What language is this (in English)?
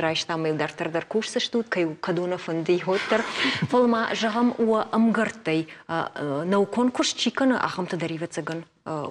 Ossetic